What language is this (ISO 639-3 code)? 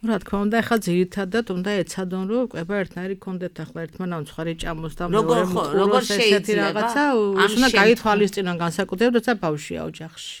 kat